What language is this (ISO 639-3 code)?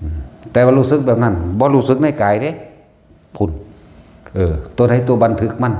tts